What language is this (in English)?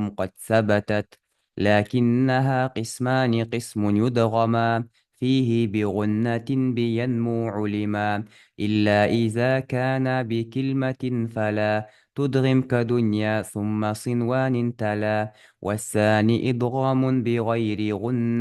Ingush